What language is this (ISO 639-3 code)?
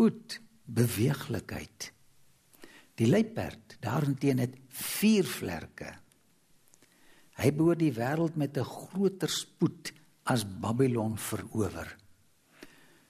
afr